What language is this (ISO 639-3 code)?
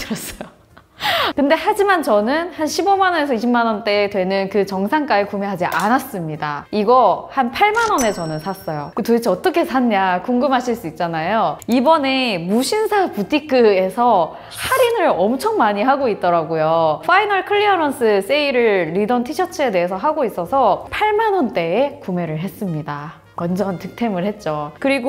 kor